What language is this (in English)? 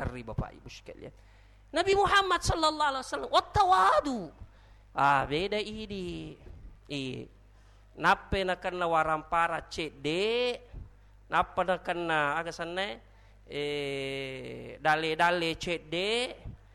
Buginese